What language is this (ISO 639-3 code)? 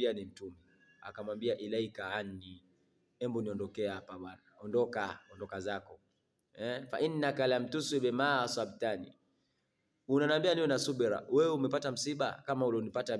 swa